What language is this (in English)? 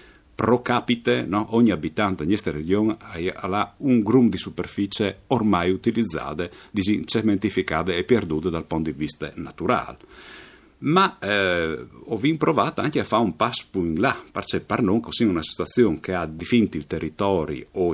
Friulian